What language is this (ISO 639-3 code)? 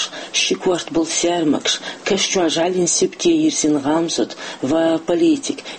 che